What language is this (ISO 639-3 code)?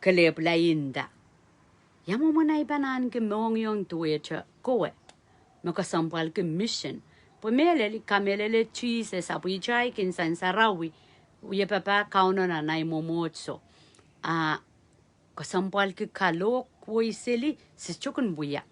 pon